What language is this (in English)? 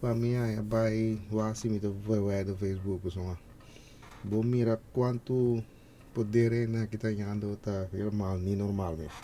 Papiamento